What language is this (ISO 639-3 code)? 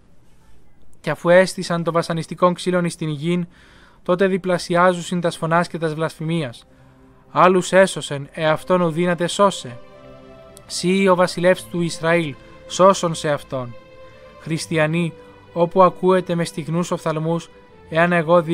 ell